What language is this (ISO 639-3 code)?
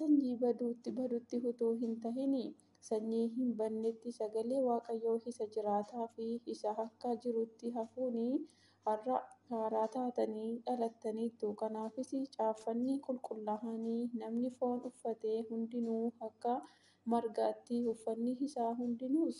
orm